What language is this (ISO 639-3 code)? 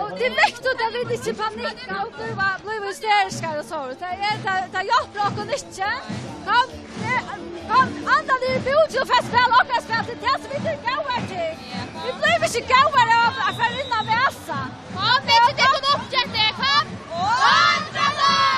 fao